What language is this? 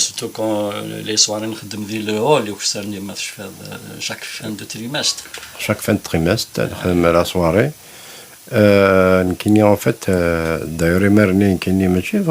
Kabyle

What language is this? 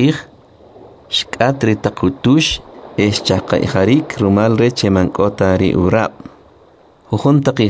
Kʼicheʼ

